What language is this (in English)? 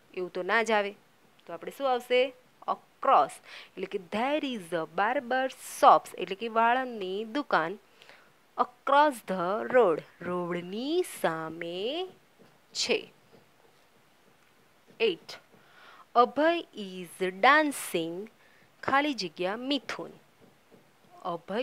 Gujarati